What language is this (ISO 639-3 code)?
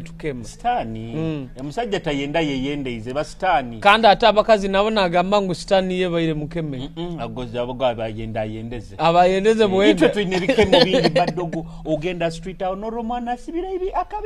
nyo